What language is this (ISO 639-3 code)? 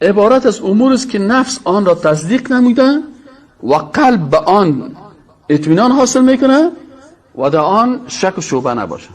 fas